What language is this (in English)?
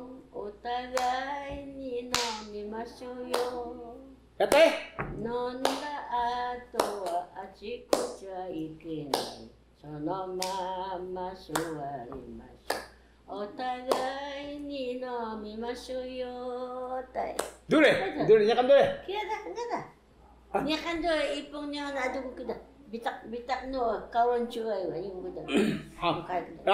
Taroko